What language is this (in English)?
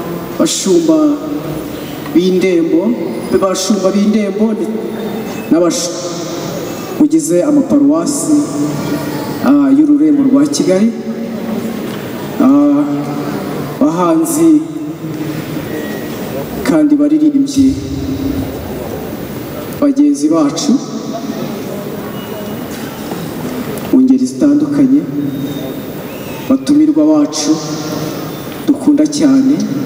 Kinyarwanda